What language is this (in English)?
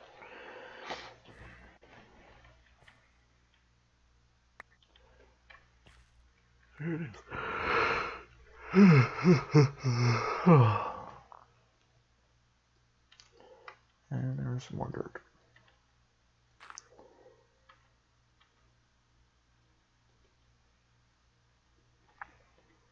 English